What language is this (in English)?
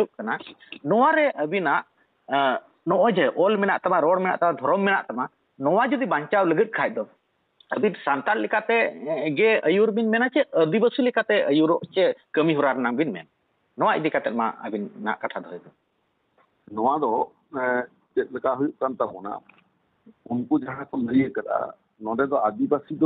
Santali